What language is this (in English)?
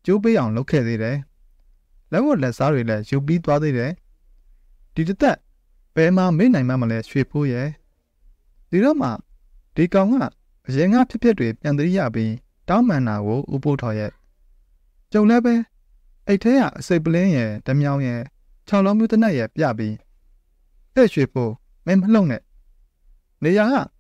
Burmese